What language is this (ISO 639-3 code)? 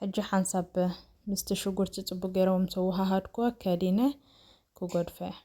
tir